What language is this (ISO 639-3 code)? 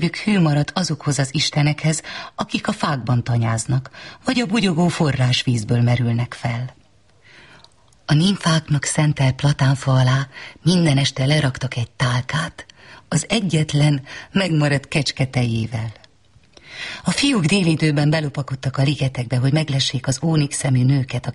hun